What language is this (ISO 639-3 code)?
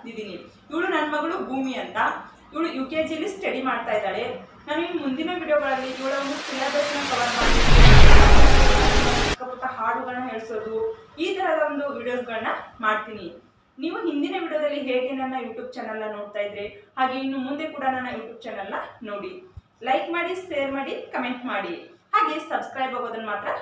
kan